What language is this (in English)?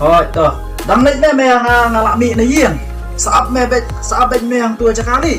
Khasi